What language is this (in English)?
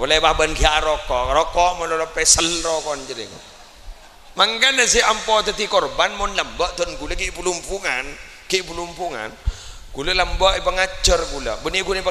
Madurese